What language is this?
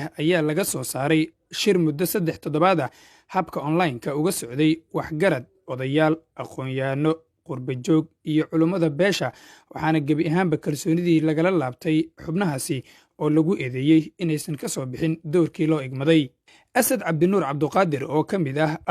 Somali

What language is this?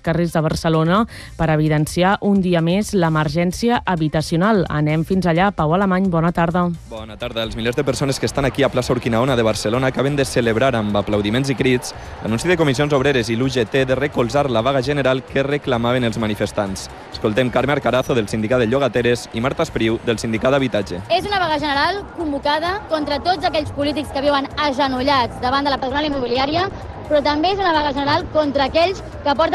Catalan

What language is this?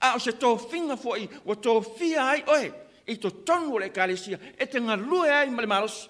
Samoan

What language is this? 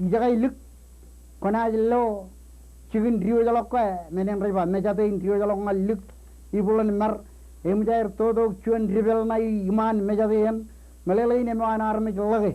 Marshallese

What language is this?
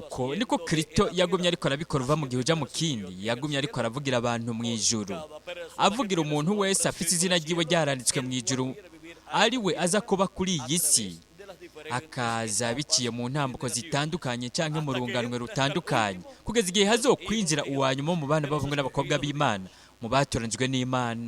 Rundi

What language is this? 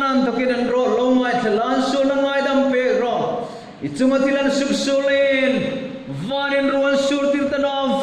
Hmar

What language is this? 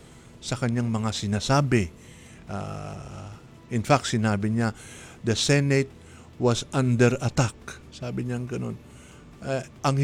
Filipino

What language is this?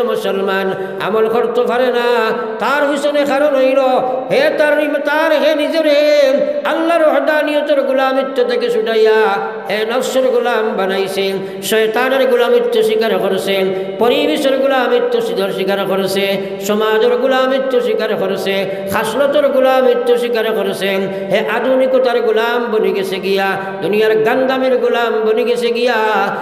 Sylheti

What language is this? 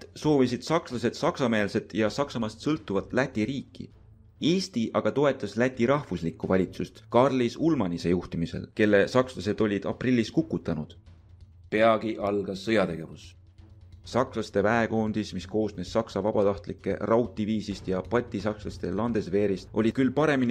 Estonian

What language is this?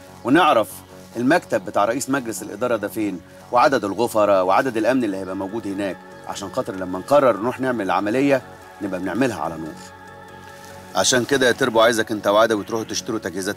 Egyptian Arabic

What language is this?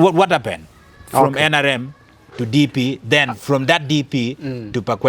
Acoli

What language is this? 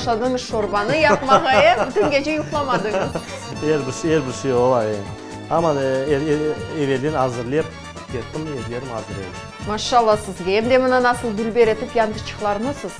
Crimean Tatar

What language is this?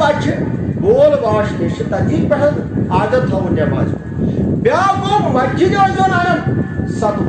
Kashmiri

